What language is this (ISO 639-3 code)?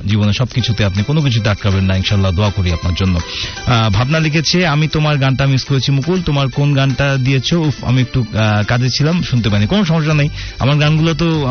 ben